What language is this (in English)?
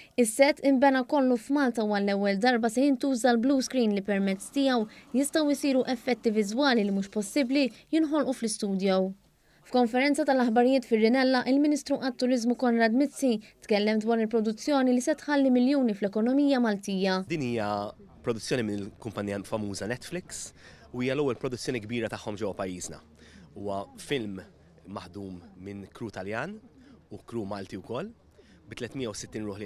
Maltese